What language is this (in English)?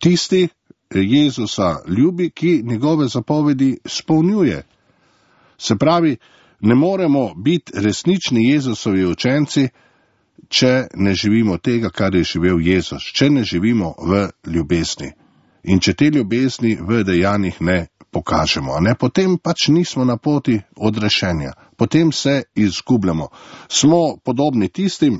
Slovenian